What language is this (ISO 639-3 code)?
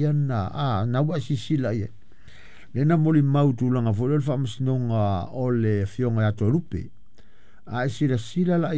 smo